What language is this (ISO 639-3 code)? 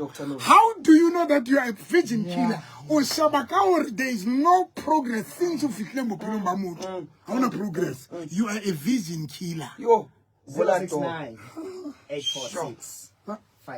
sot